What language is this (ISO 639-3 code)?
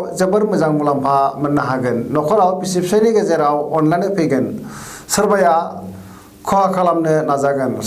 brx